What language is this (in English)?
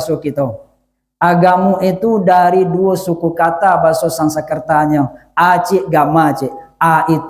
Minangkabau